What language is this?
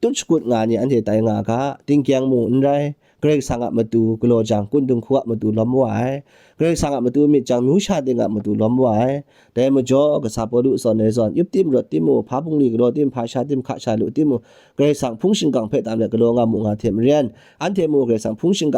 Kachin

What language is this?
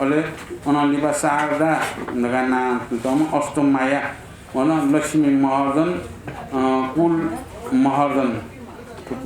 Newari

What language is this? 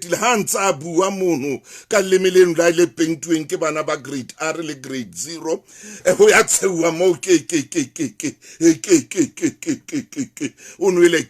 Southern Sotho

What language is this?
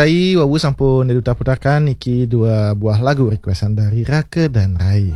Balinese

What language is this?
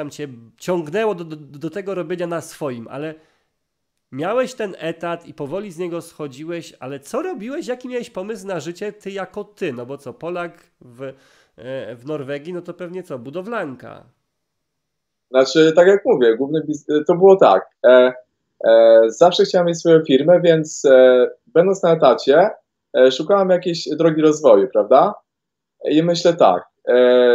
Polish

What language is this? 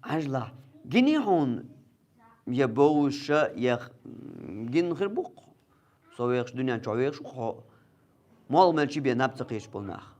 Chechen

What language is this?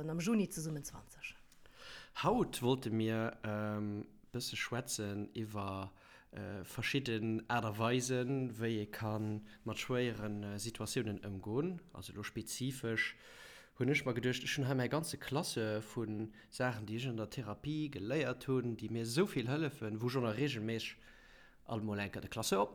Luxembourgish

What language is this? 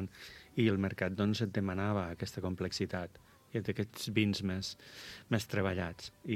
Catalan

